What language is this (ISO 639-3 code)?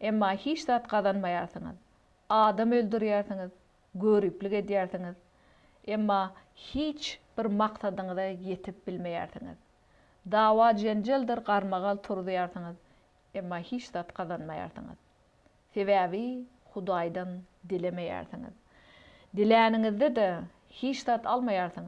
tuk